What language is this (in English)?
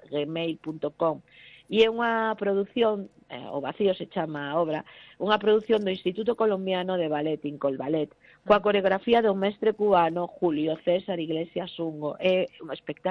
Galician